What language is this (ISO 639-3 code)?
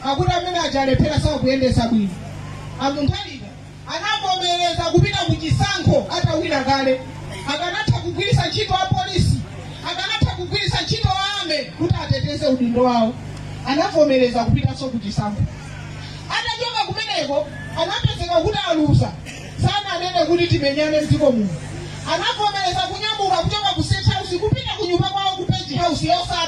nya